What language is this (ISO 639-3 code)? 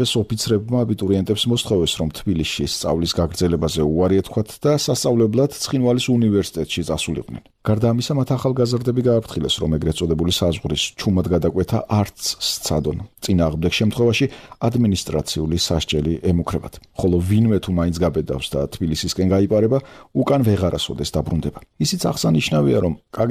kat